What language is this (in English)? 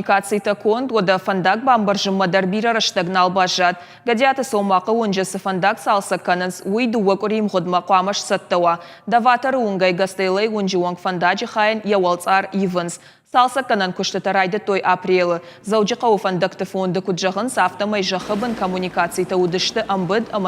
Ossetic